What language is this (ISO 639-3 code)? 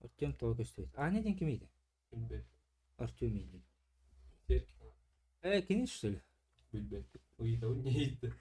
sah